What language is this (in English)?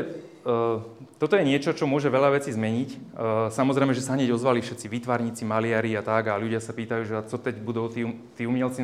Slovak